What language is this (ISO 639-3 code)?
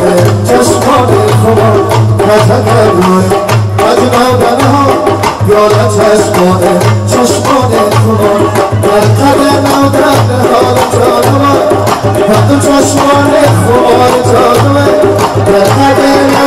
fas